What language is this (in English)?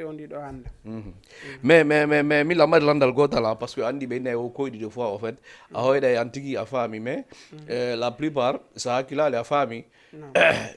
Fula